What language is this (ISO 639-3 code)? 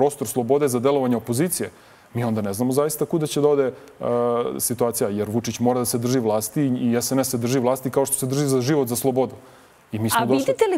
srp